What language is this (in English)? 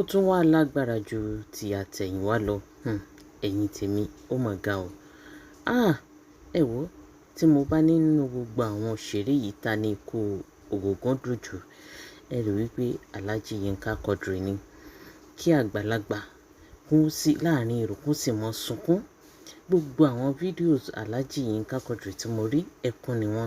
Yoruba